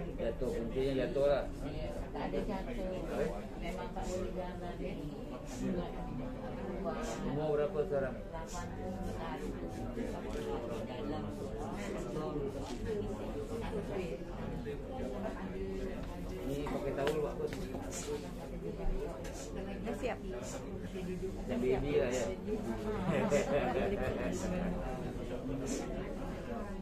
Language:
Malay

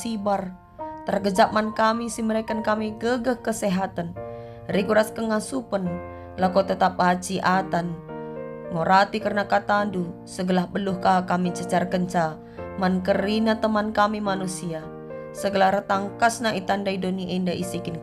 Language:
Batak Karo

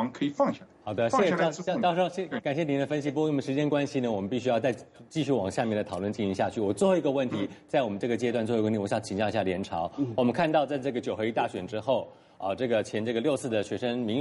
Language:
Chinese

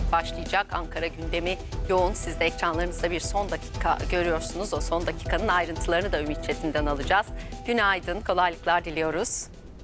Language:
Turkish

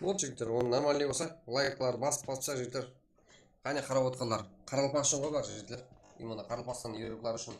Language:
Kara-Kalpak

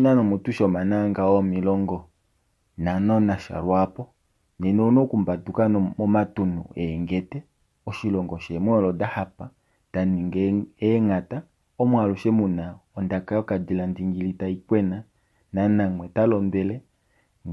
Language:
Kuanyama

